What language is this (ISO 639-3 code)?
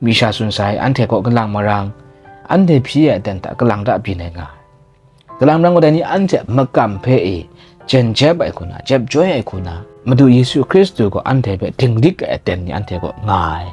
kac